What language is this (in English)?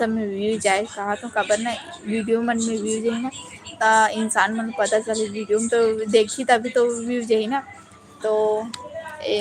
Chhattisgarhi